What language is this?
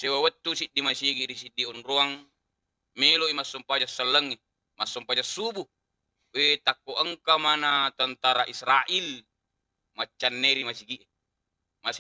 Buginese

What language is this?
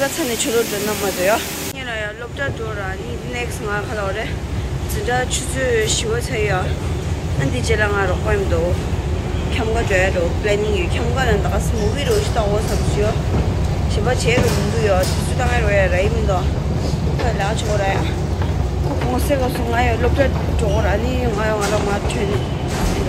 Tibetan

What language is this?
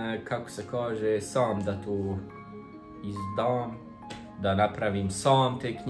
Croatian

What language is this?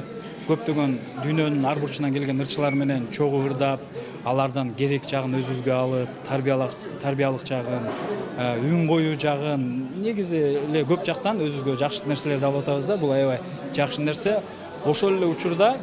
Kyrgyz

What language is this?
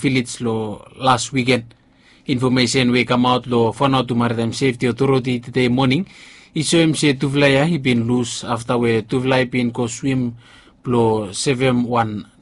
Bislama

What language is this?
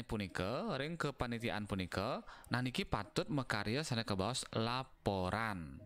Balinese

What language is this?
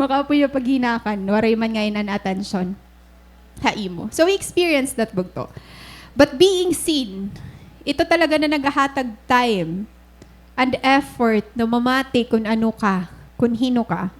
Waray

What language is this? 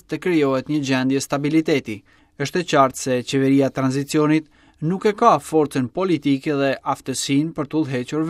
Albanian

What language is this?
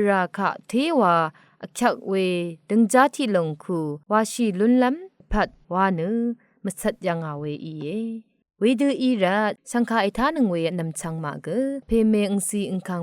Rawang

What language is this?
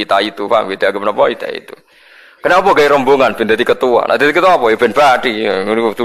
Javanese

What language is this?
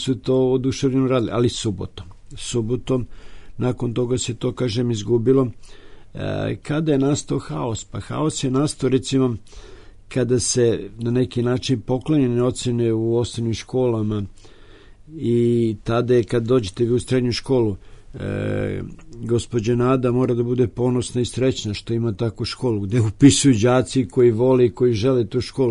Serbian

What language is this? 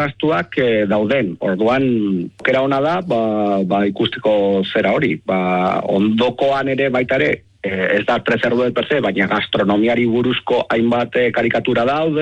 Basque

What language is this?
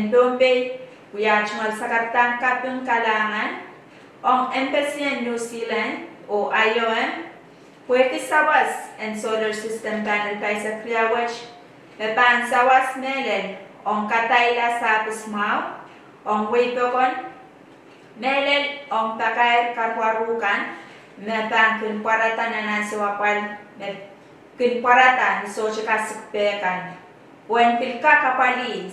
Pohnpeian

